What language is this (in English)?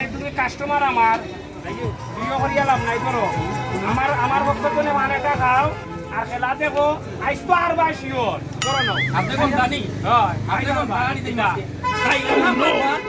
Sylheti